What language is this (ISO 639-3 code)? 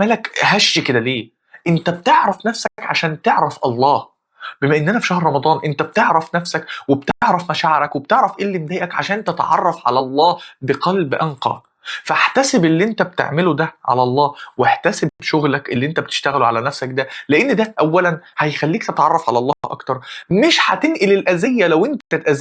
arz